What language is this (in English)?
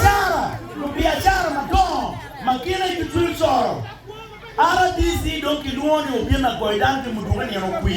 Acoli